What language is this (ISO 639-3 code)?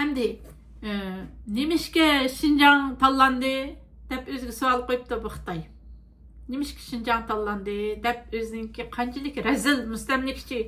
uig